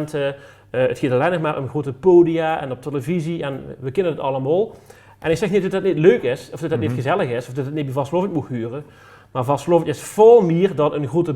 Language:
Limburgish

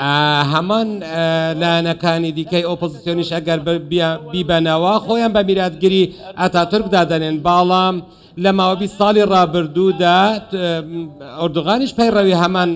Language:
Central Kurdish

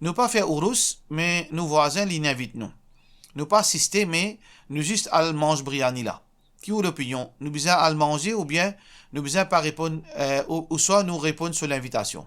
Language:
Morisyen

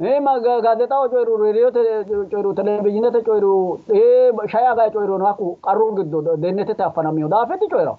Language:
Sidamo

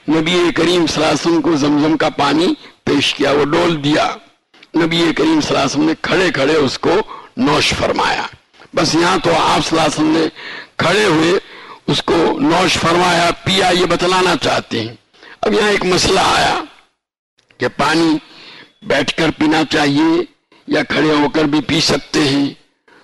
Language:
Urdu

